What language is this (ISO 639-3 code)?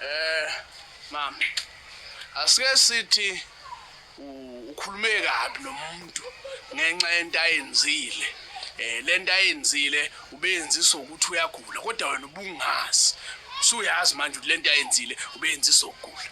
zul